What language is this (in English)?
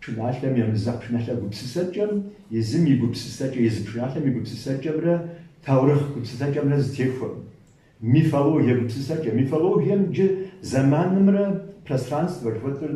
Kabardian